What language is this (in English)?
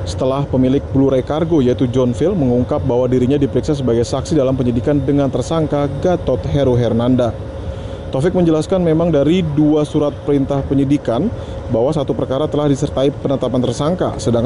Indonesian